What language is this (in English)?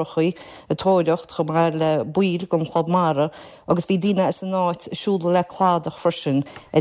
Irish